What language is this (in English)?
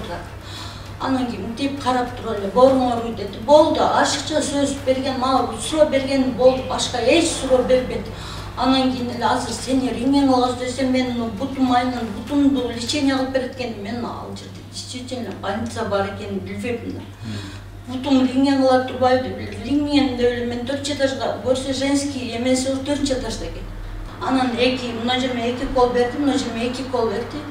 Kyrgyz